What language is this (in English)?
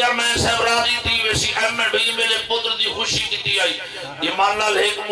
Saraiki